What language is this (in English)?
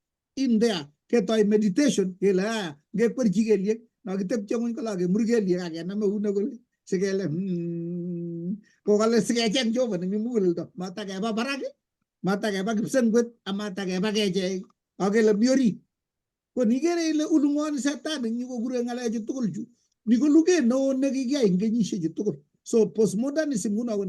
Kalenjin